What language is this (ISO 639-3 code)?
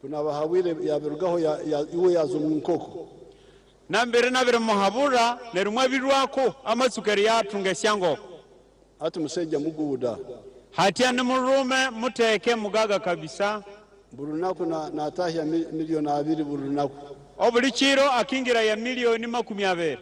nyn